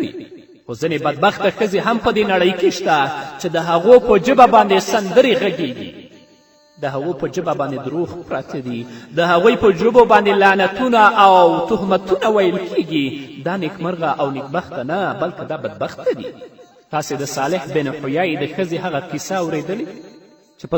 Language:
Pashto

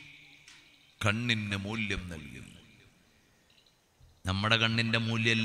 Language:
Malayalam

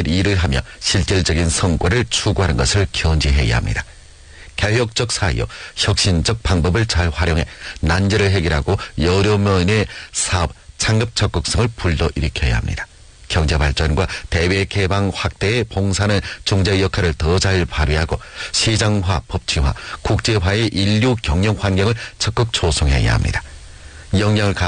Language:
Korean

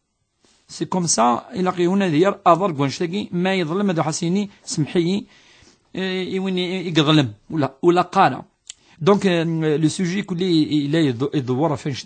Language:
Kabyle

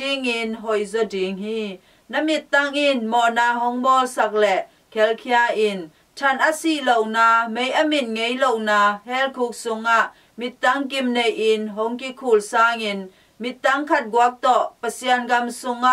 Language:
Tedim Chin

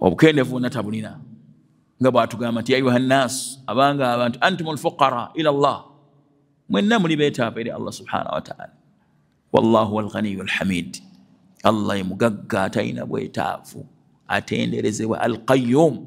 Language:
Ganda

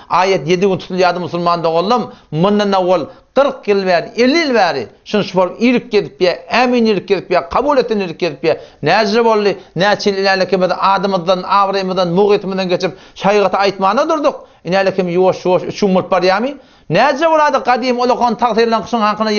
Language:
Turkmen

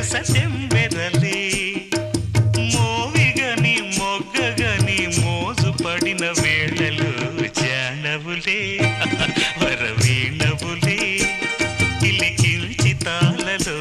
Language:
Telugu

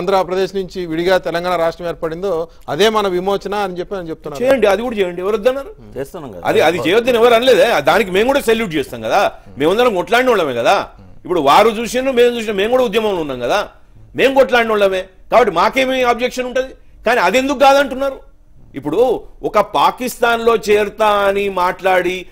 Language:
Telugu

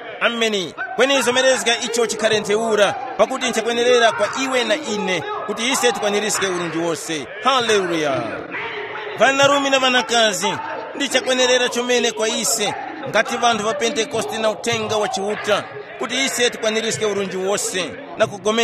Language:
Tumbuka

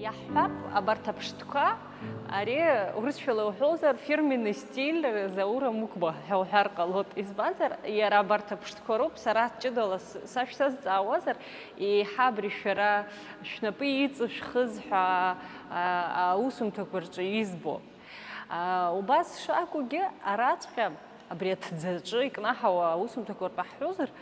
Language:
Abkhazian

